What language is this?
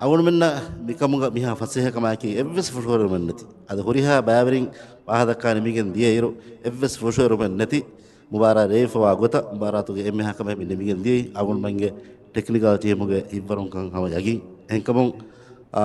Divehi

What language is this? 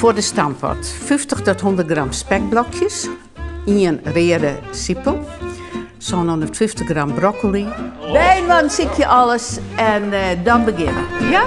Western Frisian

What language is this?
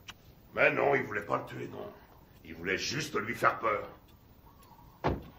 French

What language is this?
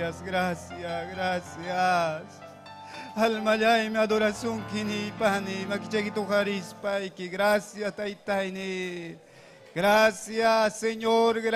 Ayacucho Quechua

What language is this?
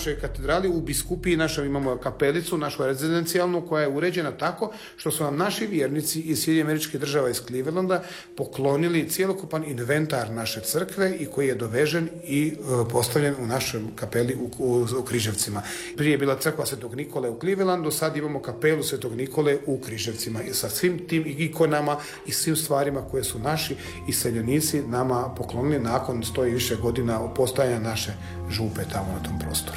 Croatian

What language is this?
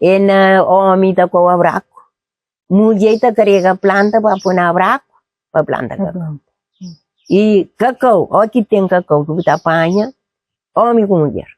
Kabuverdianu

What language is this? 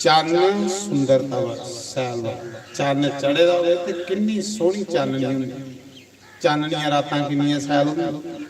Dogri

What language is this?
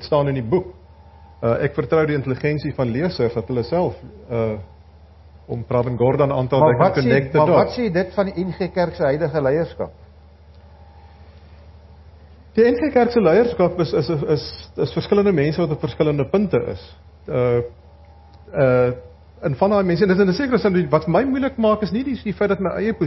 Afrikaans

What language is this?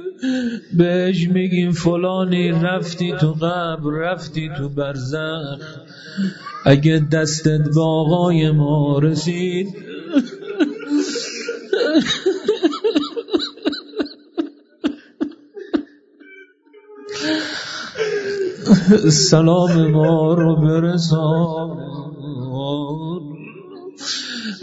Persian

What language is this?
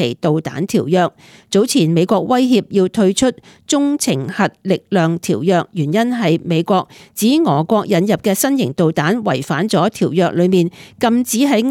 Cantonese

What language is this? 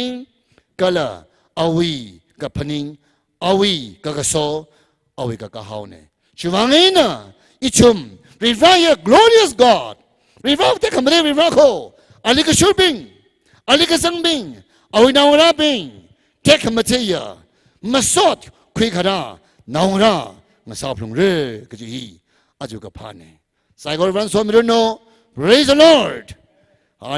Tangkhul Naga (India)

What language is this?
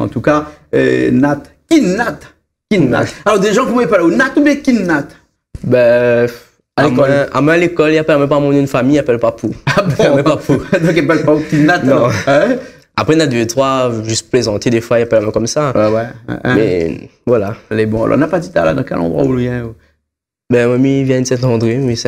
Réunion Creole French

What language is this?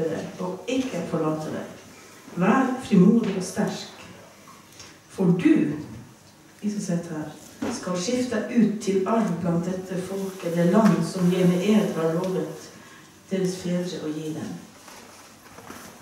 Norwegian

